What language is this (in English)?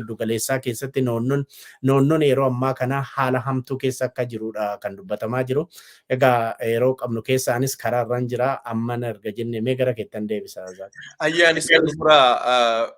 Oromo